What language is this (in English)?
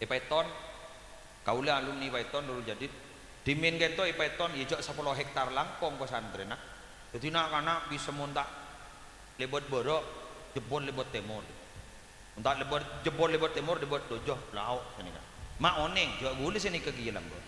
Madurese